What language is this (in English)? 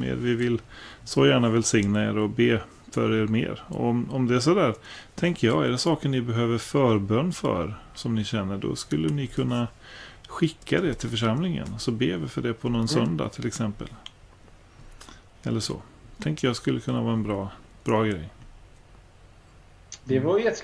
Swedish